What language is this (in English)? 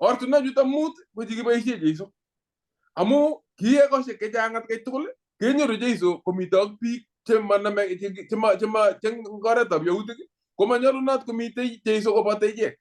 Kalenjin